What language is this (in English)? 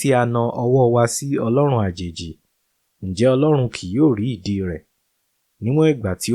Yoruba